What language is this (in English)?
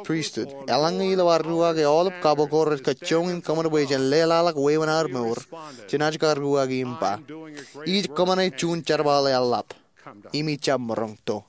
Marshallese